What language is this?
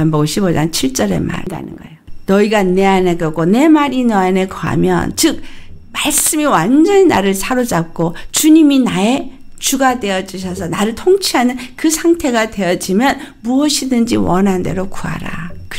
Korean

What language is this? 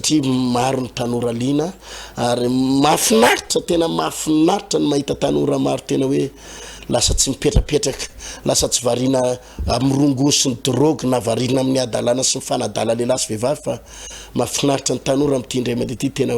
Malagasy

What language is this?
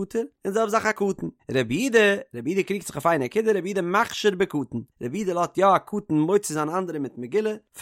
Yiddish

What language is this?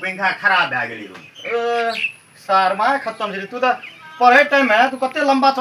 Maithili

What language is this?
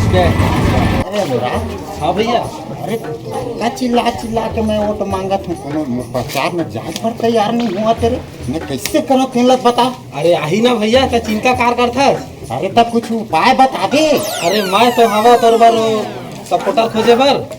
Chhattisgarhi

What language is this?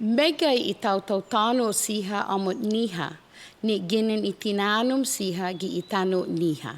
Chamorro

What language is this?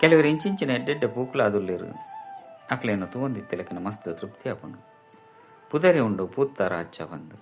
Tulu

